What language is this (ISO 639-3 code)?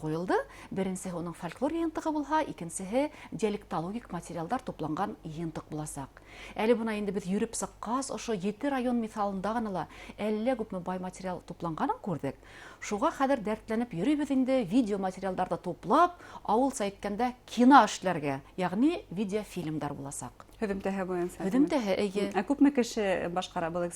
bak